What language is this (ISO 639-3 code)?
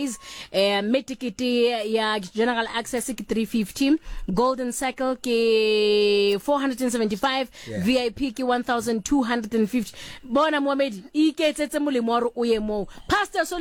sot